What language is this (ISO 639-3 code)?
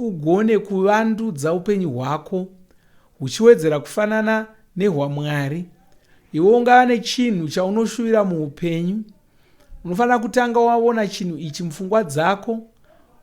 sna